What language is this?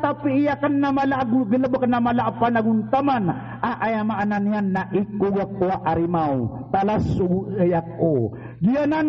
Maranao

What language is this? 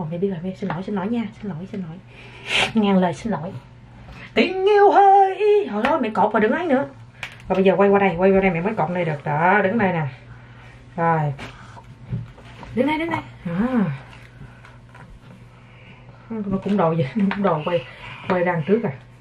Vietnamese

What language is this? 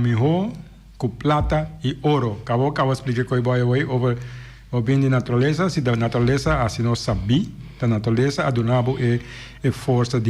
Papiamento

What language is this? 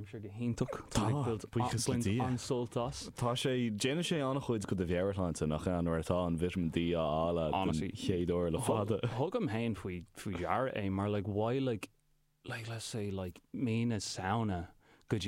Irish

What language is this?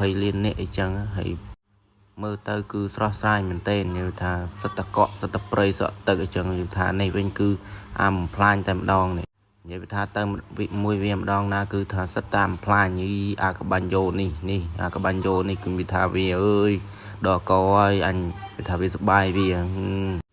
Khmer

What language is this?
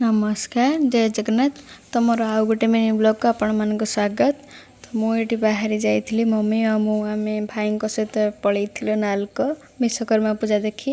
Odia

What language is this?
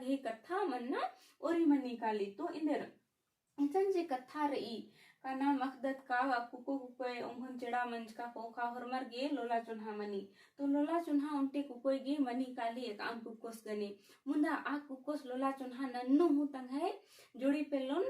Kurukh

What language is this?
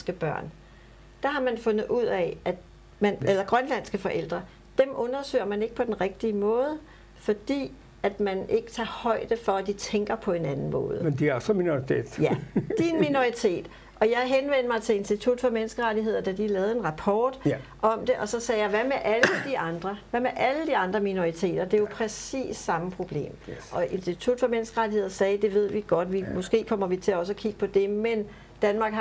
Danish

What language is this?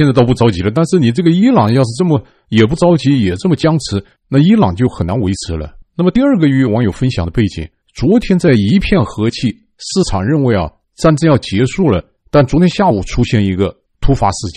Chinese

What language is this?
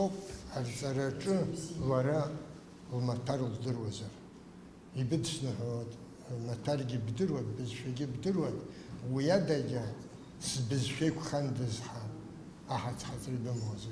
Abkhazian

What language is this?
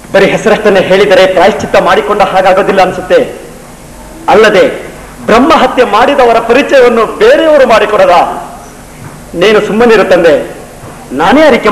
Kannada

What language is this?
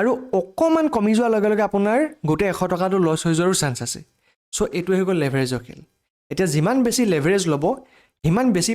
Assamese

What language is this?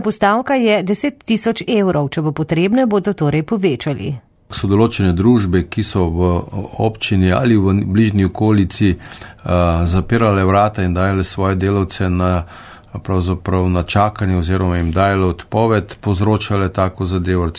Slovenian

